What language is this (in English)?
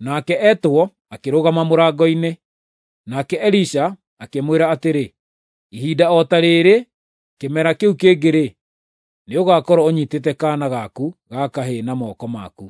Kikuyu